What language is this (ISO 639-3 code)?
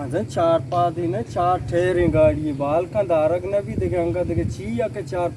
bal